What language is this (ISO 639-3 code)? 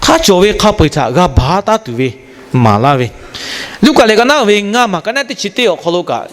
lhu